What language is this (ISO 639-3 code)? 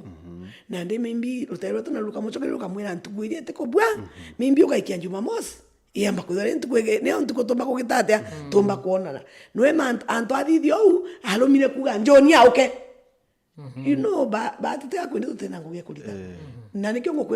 mer